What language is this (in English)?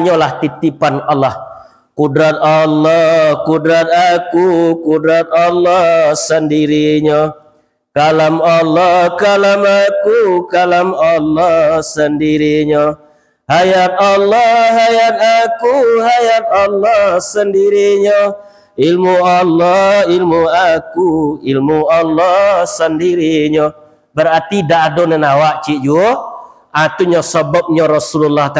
Minangkabau